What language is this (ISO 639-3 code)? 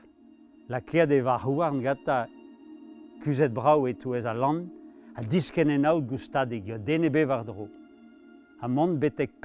bre